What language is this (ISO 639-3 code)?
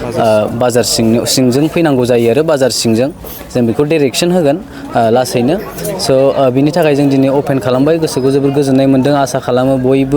brx